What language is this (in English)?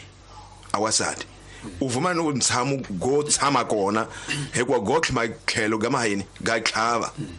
Tsonga